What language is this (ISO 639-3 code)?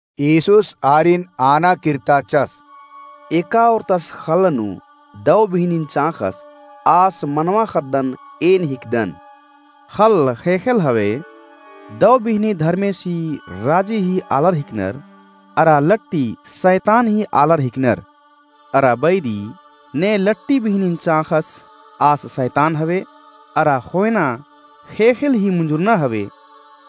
kru